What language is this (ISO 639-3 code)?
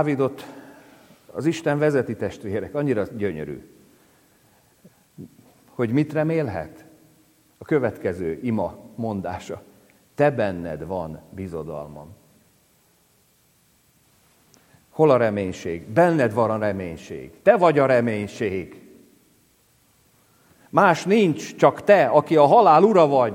hun